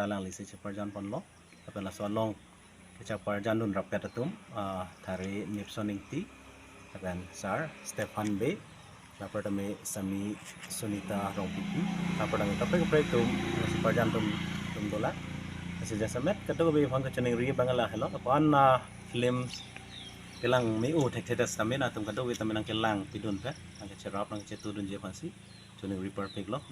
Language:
Karbi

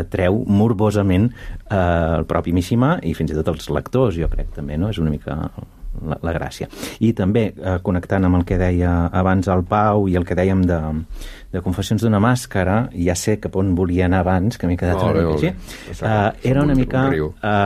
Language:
Catalan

